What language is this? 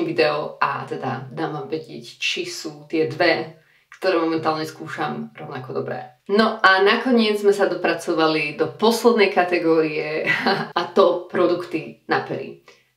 Slovak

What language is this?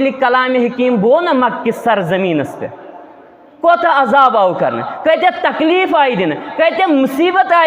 Kashmiri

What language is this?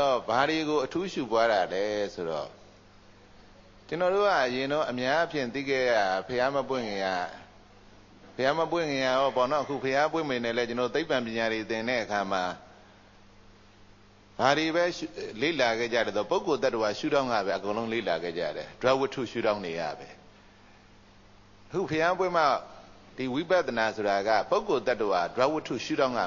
Burmese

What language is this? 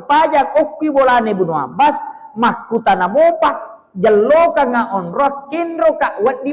Buginese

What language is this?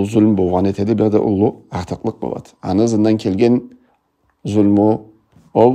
Karachay-Balkar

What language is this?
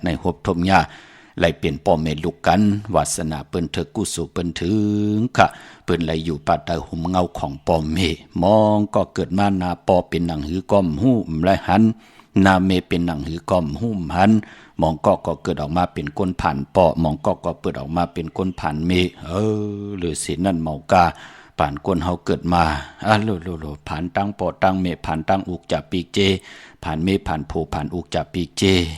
Shan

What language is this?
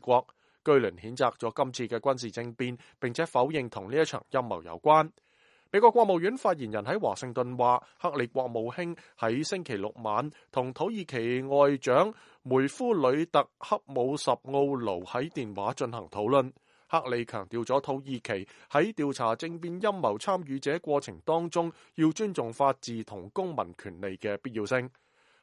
Cantonese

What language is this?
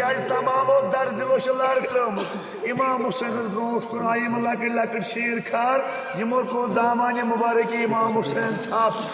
Kashmiri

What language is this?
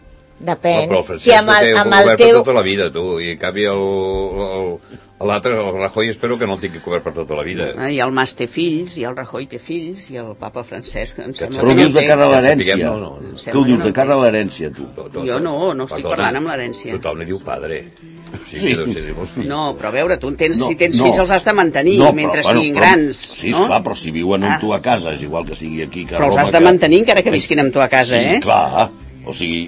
Catalan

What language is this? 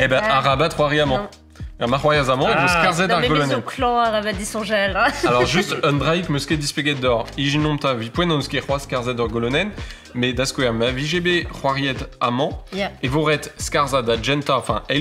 Breton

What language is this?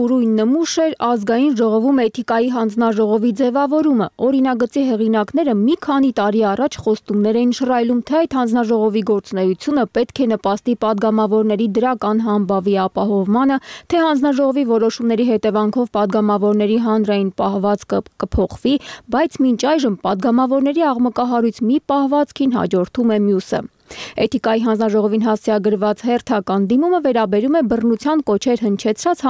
Armenian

